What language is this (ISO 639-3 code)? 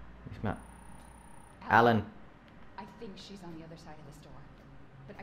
fin